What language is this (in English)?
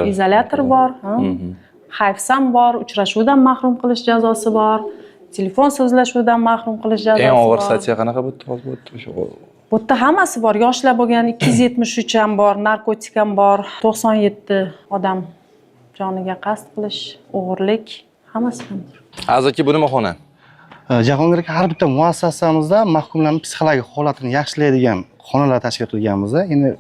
Uzbek